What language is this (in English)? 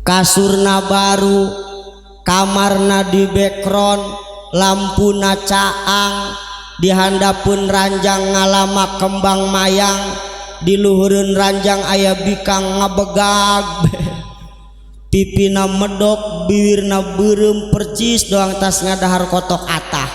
Sundanese